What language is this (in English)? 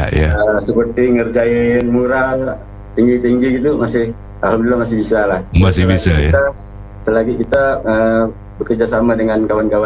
Indonesian